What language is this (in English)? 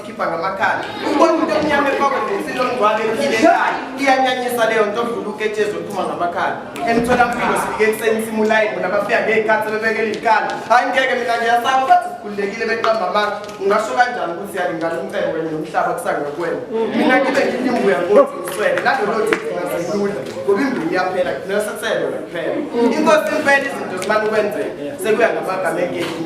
Zulu